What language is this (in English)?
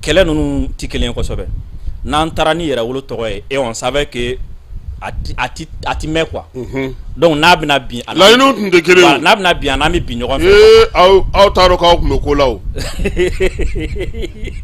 Bambara